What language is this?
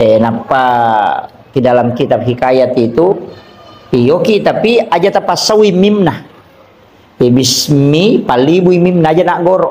Buginese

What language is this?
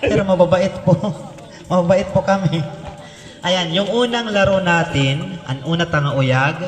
Waray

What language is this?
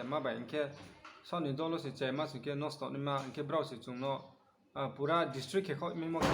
Riang (India)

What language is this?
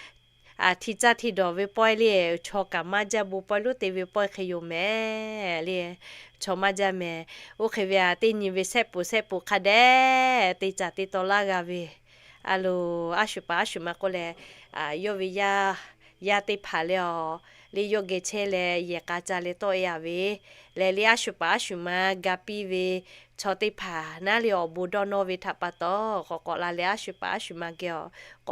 Lahu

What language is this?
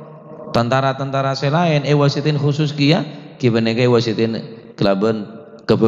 Madurese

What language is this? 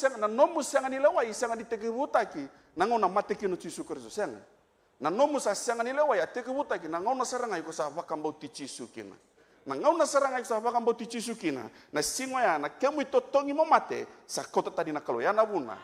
Fijian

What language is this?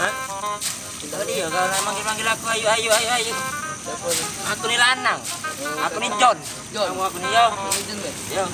Musi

